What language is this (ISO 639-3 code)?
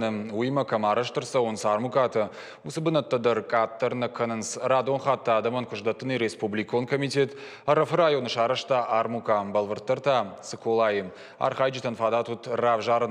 oss